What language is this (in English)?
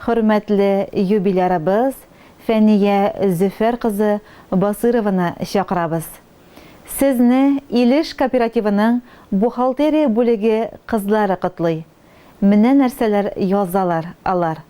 Tatar